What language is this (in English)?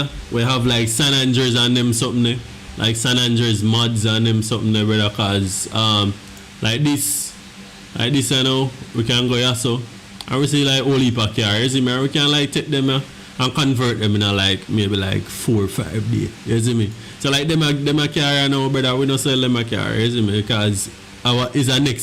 Jamaican Creole English